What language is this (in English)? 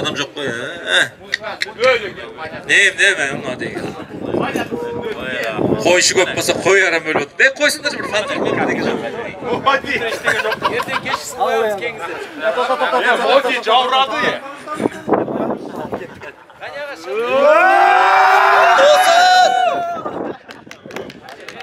Kazakh